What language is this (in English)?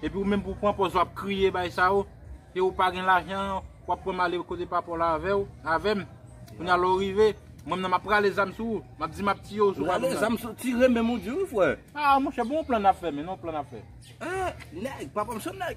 Haitian Creole